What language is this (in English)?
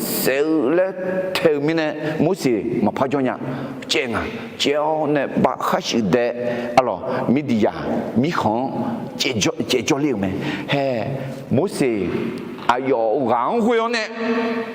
Akha